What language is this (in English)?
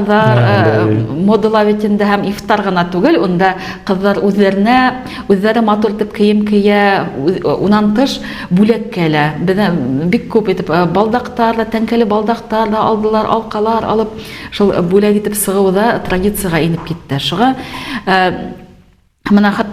Bashkir